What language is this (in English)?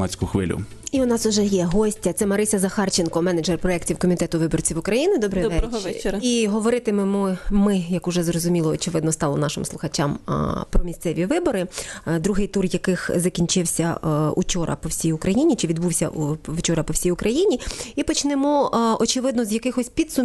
Ukrainian